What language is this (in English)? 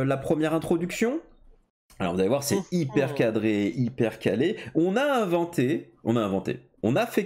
French